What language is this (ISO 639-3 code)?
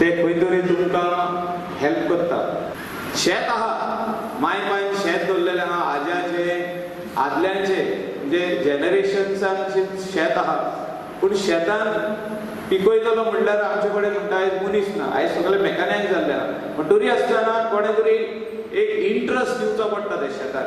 kok